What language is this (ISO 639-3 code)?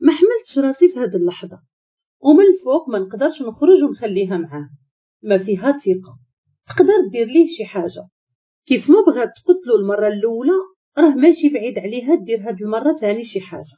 ary